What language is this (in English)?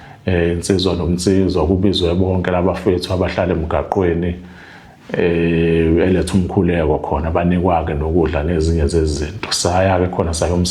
Zulu